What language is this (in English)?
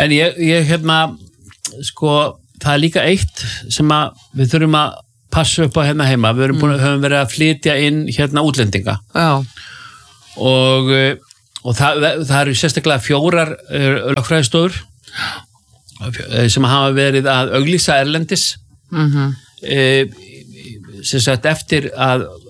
Icelandic